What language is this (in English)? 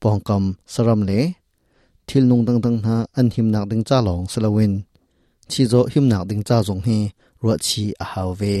Hakha Chin